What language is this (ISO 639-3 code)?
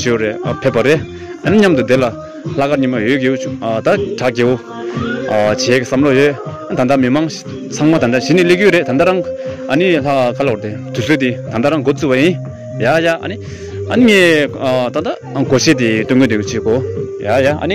bod